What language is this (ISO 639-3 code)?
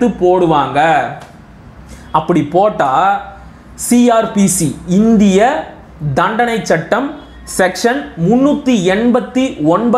tam